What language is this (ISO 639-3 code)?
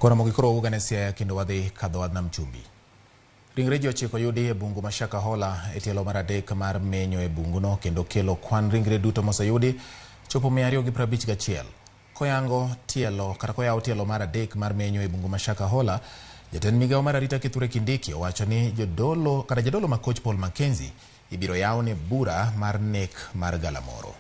luo